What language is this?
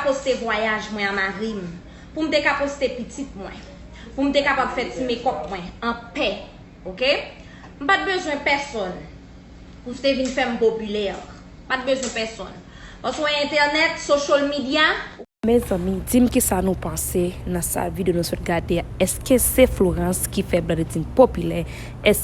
Haitian Creole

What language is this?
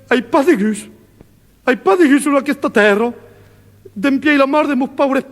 Occitan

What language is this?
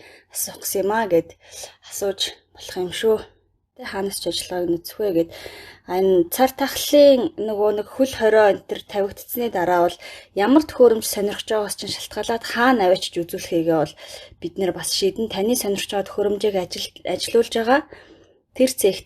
Mongolian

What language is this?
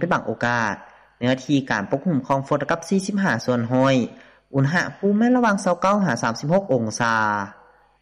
Lao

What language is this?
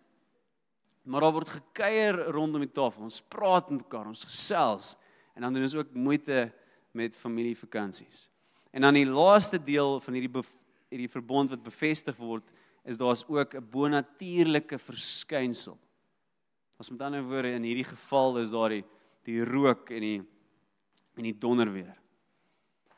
Afrikaans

